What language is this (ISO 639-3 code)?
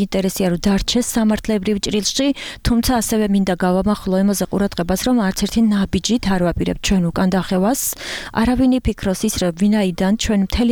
kat